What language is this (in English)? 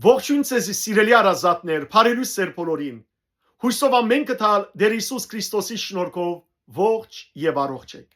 Western Armenian